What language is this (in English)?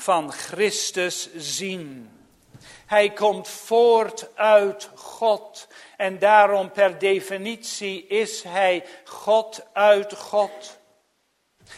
Dutch